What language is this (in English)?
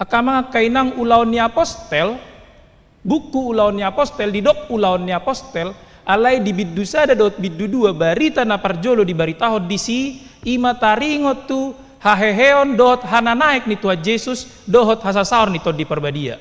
Batak Toba